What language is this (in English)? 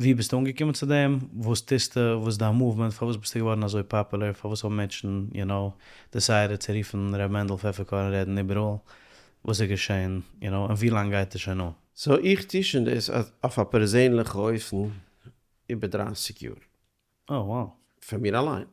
Yiddish